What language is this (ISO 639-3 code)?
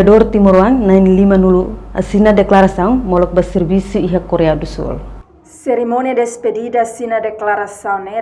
tet